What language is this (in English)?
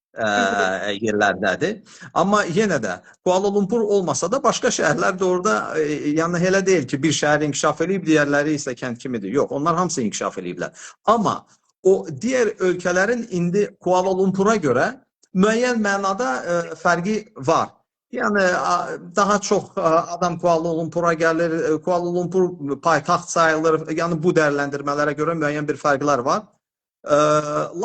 Azerbaijani